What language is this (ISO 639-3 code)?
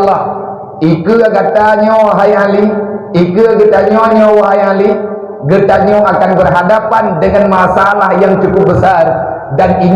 ace